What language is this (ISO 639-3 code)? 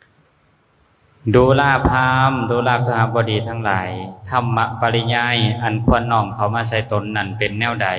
lao